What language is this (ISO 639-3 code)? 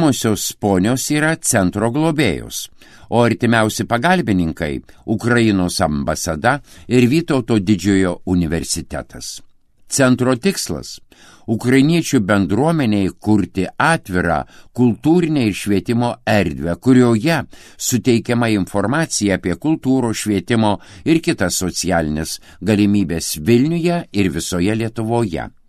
lit